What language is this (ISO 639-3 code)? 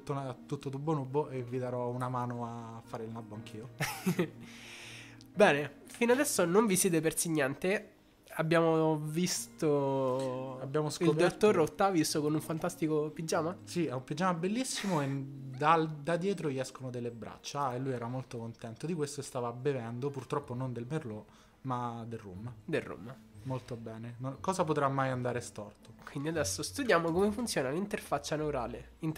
ita